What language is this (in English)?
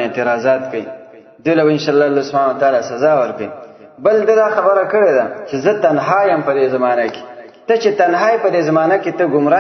Pashto